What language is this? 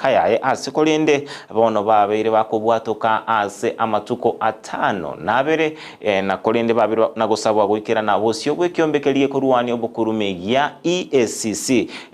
Gusii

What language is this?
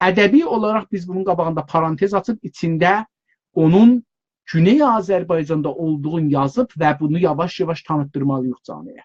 South Azerbaijani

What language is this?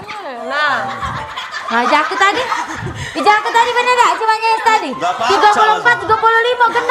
Musi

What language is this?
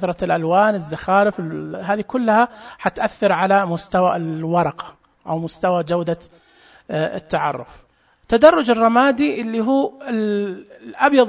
Najdi Arabic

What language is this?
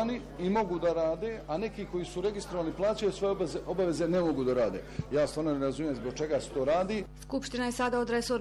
Bosnian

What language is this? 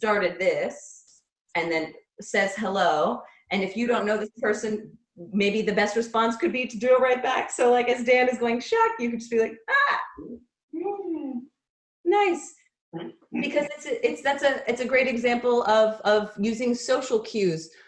English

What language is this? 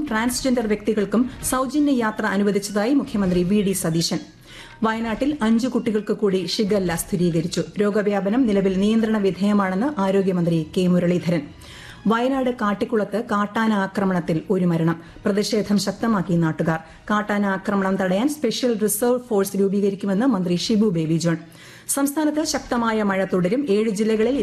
Malayalam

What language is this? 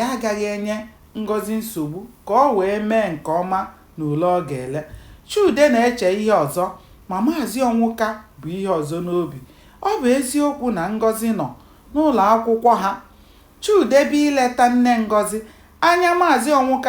Igbo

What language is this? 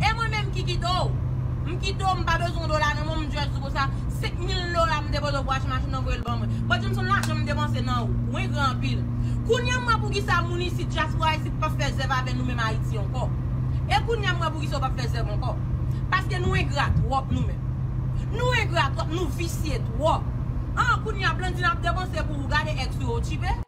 Haitian Creole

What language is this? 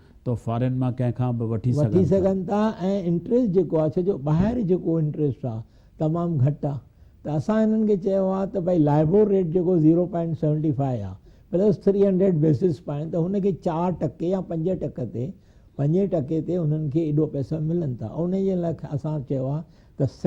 Sindhi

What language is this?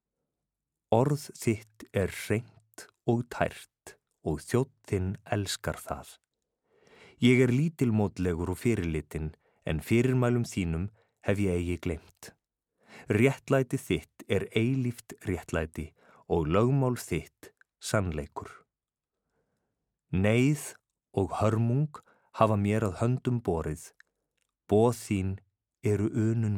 Icelandic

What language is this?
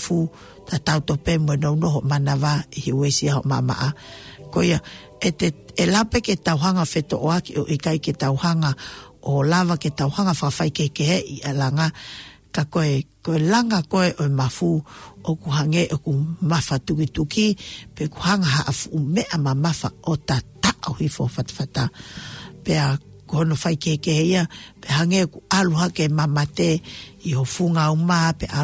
Tongan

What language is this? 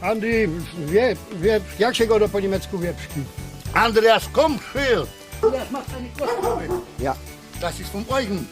Silesian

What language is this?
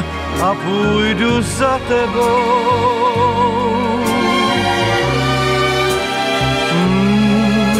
Czech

